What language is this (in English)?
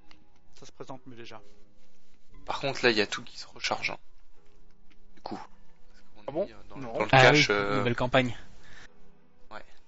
French